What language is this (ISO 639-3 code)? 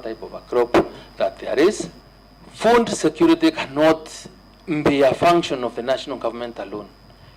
kam